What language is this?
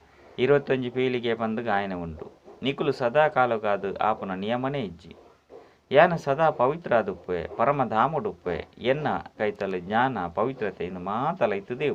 Tulu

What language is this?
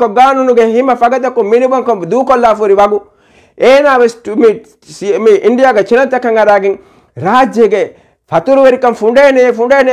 Divehi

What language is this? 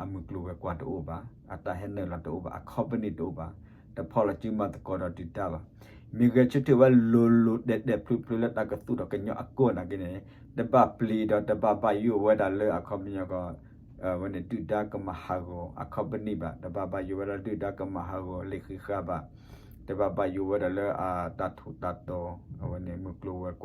S'gaw Karen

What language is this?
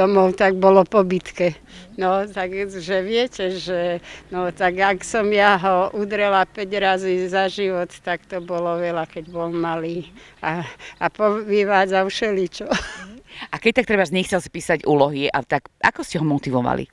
Slovak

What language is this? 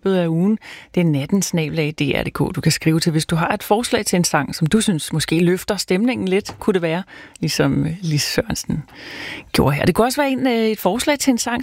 Danish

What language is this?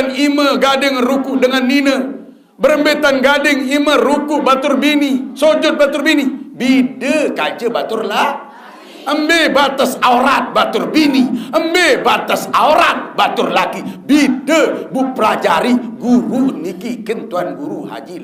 Sasak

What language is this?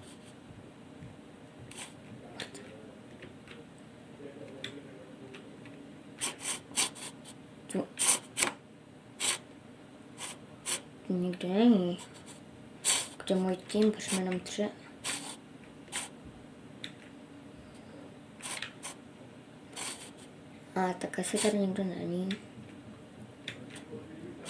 Czech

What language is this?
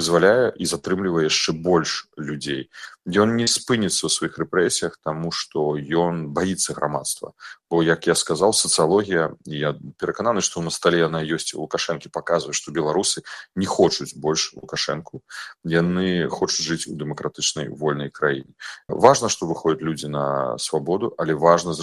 Belarusian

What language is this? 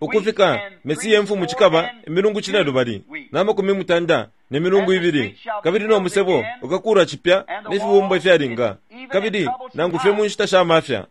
Bemba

